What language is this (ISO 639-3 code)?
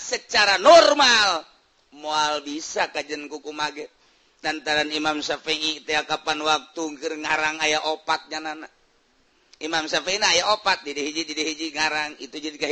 sun